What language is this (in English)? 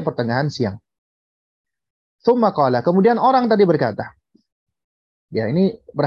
Indonesian